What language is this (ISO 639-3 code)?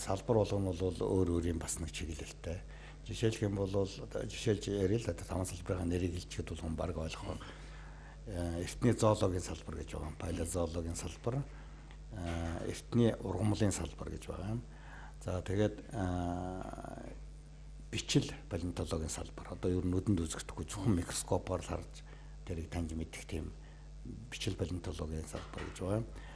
mon